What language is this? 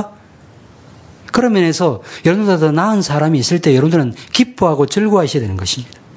Korean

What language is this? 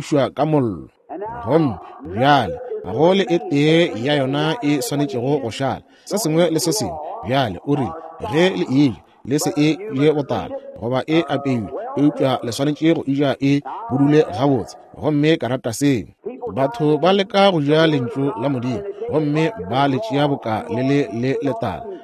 Northern Sotho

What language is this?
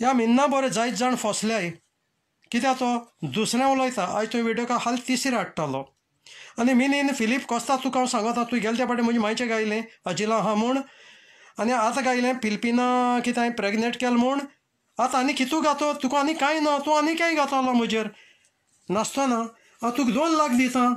Konkani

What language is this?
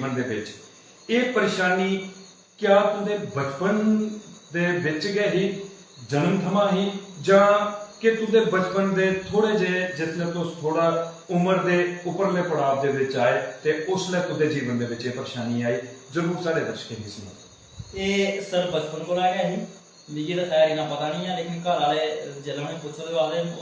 Dogri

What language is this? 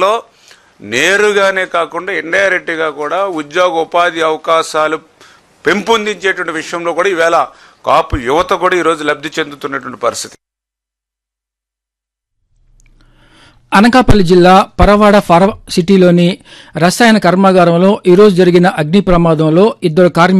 Telugu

